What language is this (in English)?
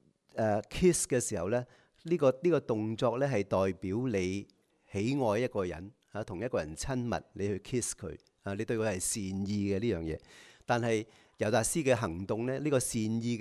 Cantonese